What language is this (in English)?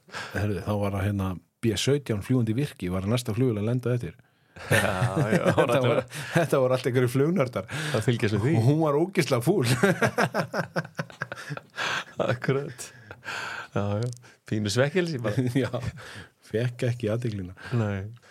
Icelandic